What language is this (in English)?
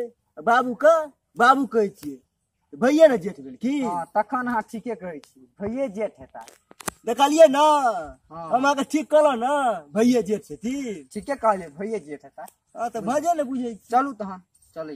Maithili